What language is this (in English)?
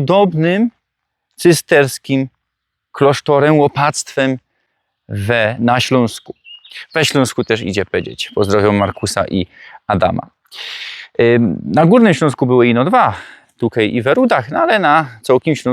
Silesian